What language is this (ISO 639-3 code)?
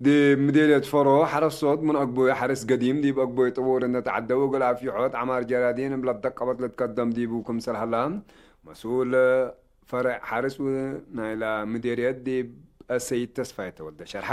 tig